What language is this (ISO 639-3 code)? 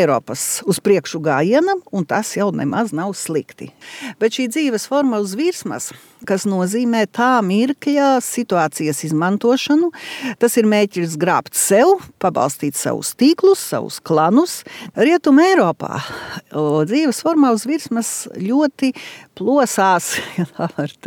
lav